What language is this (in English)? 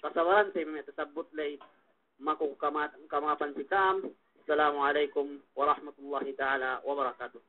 Yakan